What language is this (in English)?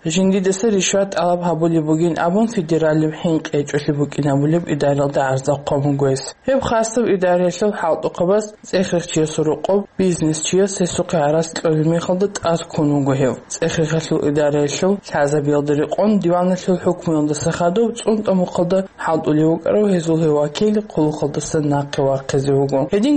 Avaric